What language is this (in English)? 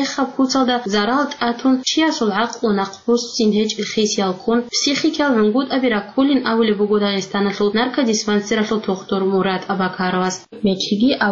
Avaric